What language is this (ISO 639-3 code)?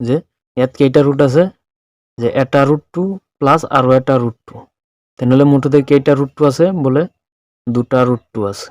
asm